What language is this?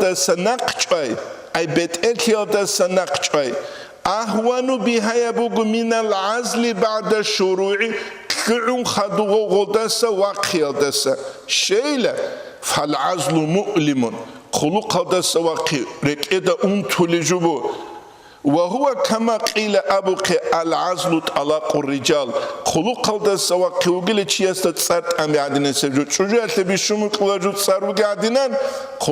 Avaric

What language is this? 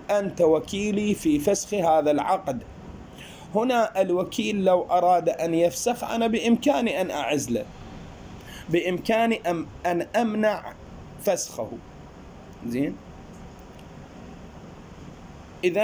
Arabic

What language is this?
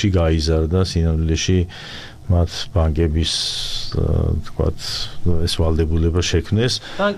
Georgian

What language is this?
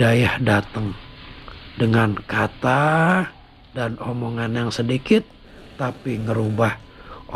Betawi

